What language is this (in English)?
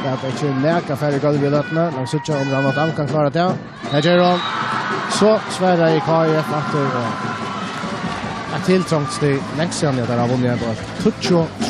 Faroese